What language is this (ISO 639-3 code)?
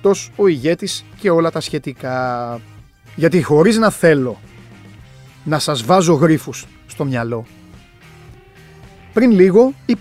ell